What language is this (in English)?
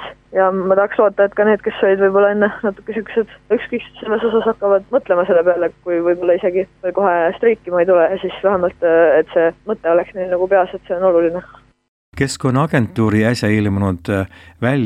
Estonian